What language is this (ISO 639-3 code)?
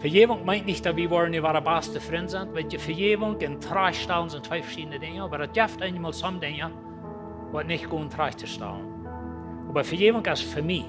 pdt